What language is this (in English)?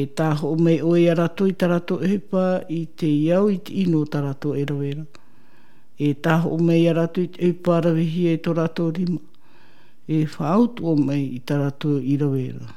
Tahitian